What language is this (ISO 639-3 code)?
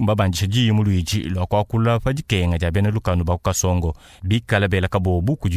lua